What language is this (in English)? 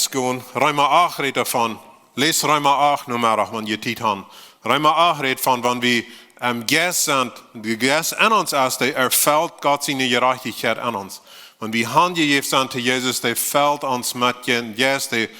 Plautdietsch